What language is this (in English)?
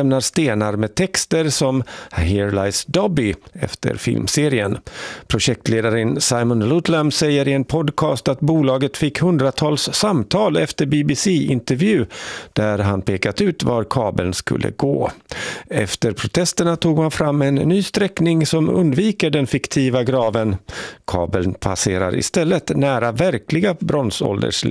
Swedish